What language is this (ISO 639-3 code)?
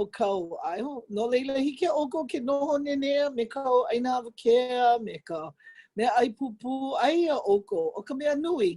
haw